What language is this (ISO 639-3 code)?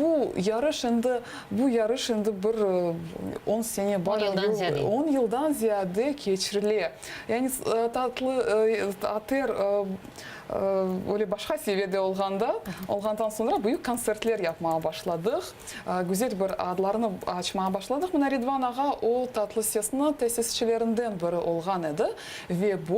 crh